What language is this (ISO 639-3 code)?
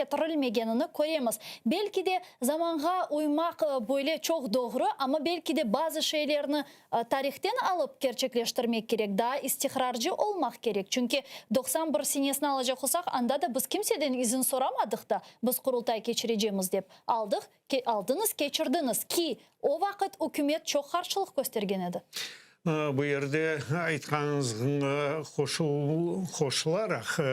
crh